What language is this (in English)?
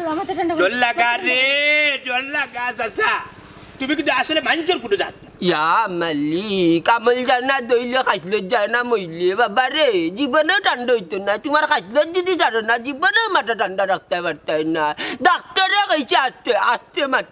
Sylheti